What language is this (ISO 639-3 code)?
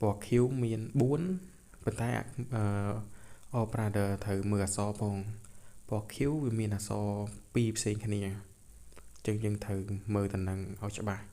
khm